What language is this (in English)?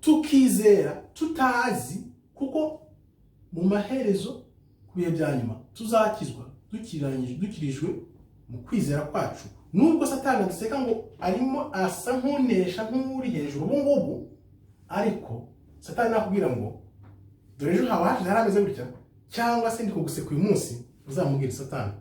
Kinyarwanda